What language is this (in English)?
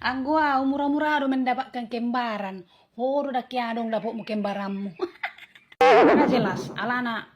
Batak Toba